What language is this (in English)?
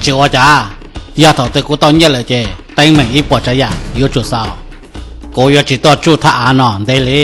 Hmong